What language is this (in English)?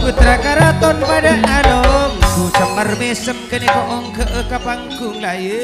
Madurese